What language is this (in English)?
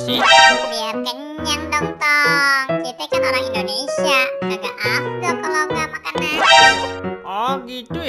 Betawi